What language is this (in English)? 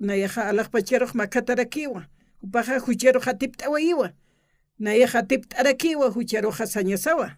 Aymara